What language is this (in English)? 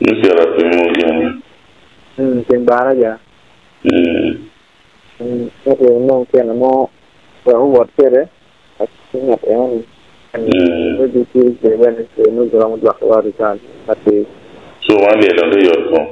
Acoli